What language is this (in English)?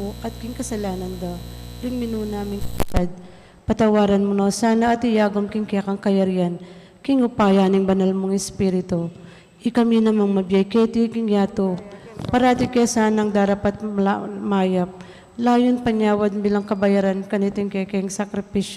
Pampanga